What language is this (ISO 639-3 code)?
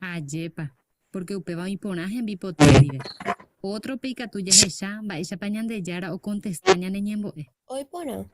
grn